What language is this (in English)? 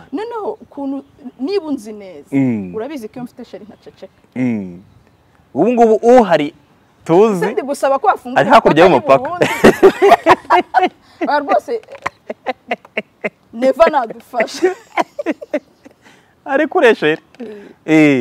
Kinyarwanda